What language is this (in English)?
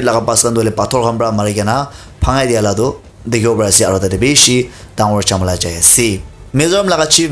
Naga Pidgin